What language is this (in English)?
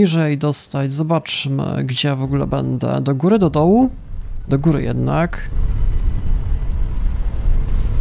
Polish